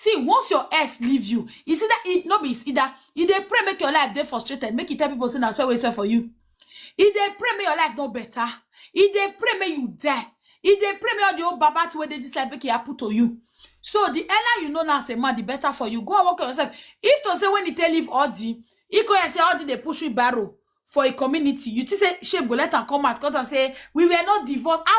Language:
Nigerian Pidgin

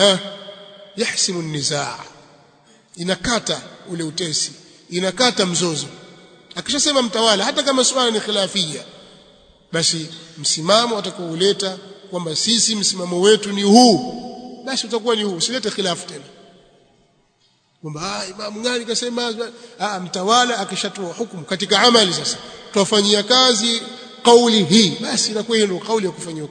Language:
Swahili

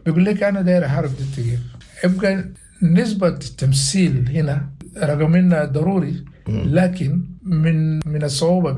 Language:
Sudanese Arabic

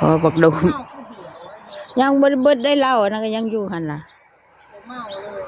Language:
Northeastern Thai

